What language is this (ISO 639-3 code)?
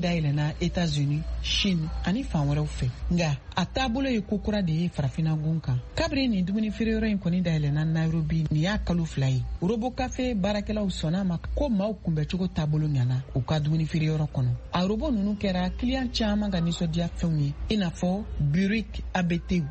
bam